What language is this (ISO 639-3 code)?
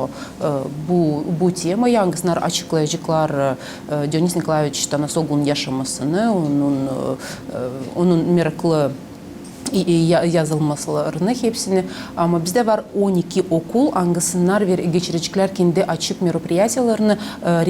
gag